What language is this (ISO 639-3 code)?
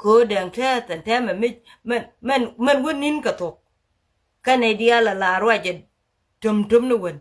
nus